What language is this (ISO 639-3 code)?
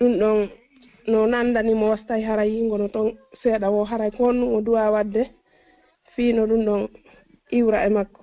ful